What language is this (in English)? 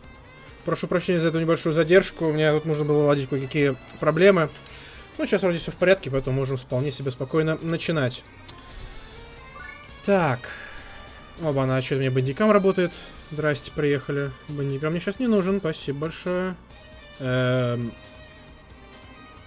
Russian